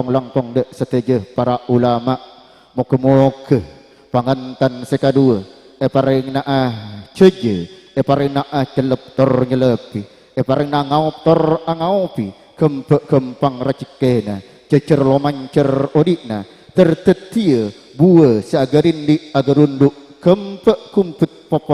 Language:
Madurese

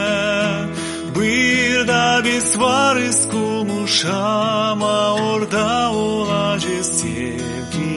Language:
Gagauz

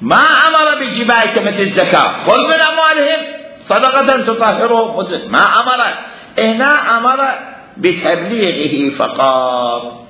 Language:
Mesopotamian Arabic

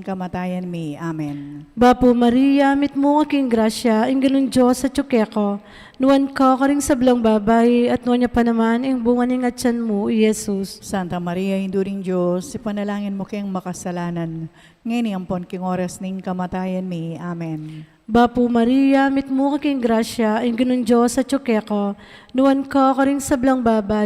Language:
Pampanga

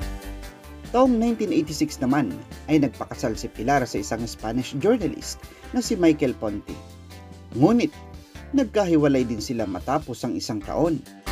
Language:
Filipino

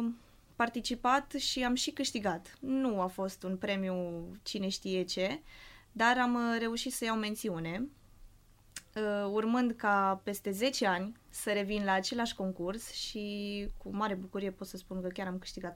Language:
Romanian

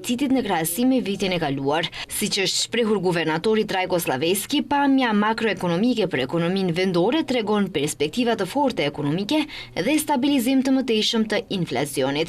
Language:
Albanian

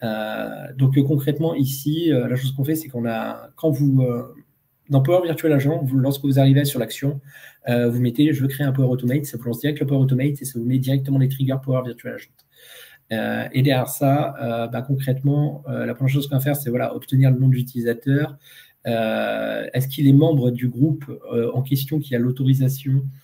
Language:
French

